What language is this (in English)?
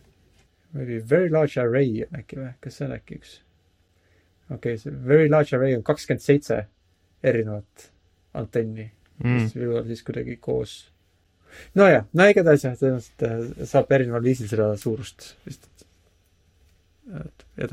Estonian